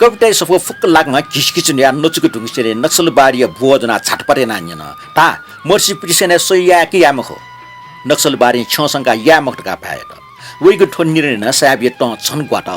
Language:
Newari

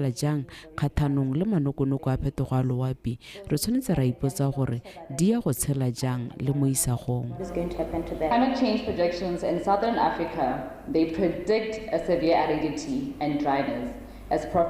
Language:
Tswana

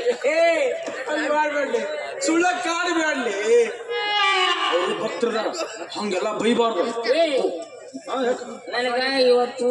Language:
Kannada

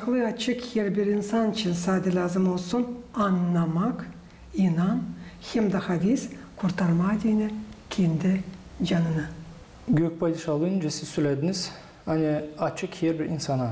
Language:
Gagauz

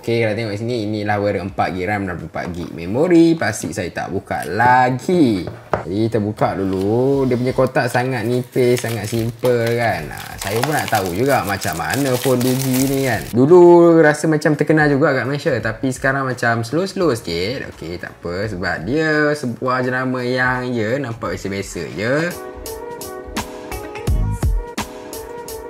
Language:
Malay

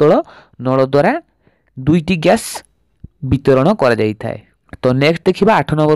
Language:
Odia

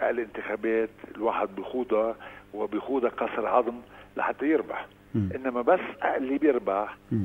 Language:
North Levantine Arabic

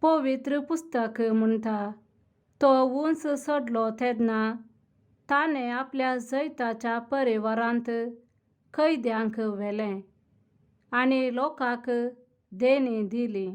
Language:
Konkani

